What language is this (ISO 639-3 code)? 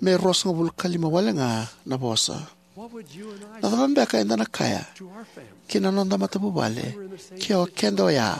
fij